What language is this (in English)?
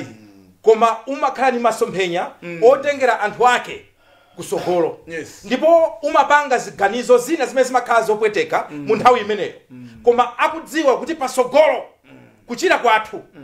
Nyanja